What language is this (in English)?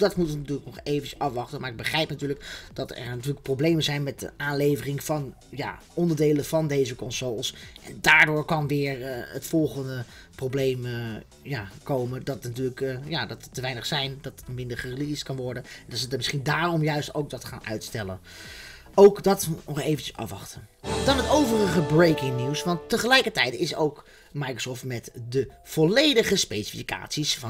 Dutch